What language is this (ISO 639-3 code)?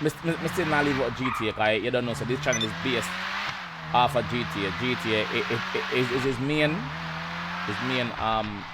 jam